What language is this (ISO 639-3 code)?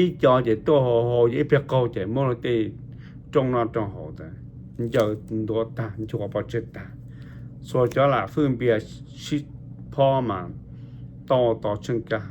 hmn